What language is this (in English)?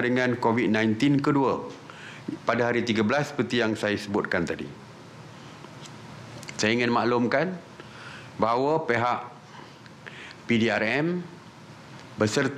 Malay